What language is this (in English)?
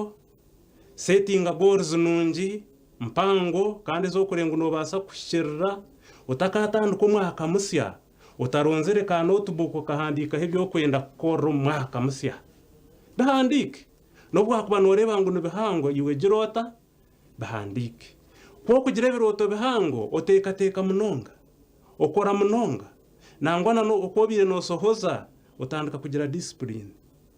Nyankole